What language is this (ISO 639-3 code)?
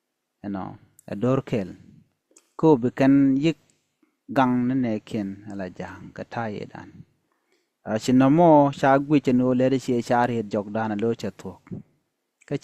nus